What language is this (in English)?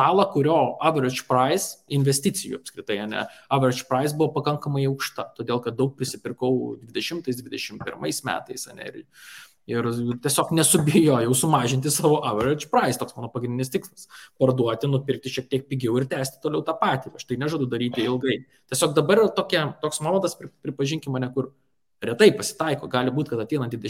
Lithuanian